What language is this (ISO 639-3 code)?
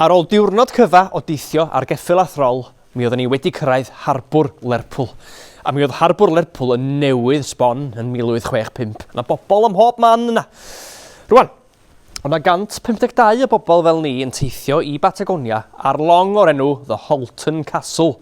cym